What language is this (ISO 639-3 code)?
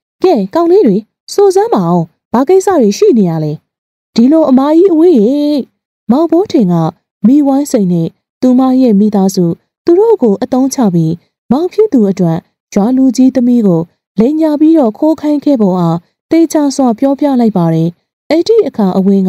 mya